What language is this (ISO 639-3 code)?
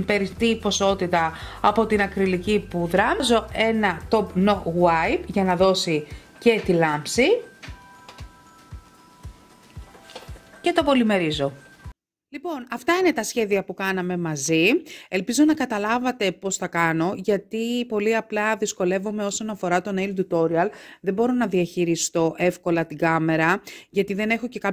ell